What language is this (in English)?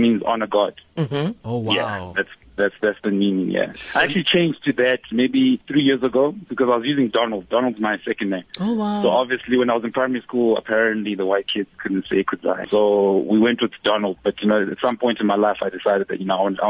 English